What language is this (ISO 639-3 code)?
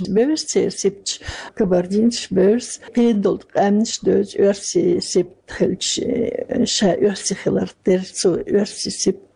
che